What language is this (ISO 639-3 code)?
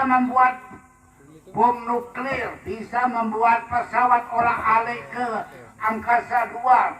sas